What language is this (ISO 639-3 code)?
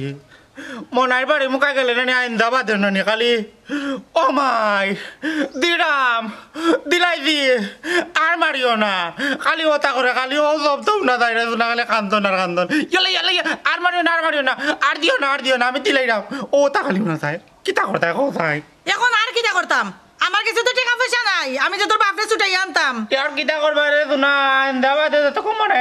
syl